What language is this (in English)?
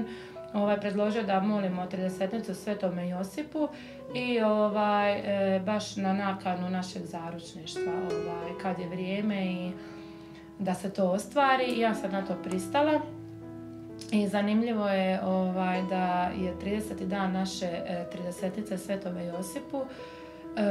Croatian